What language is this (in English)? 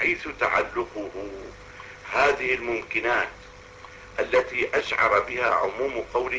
Arabic